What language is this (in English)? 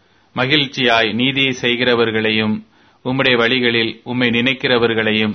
Tamil